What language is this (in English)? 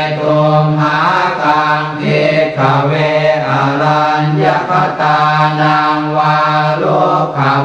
Pali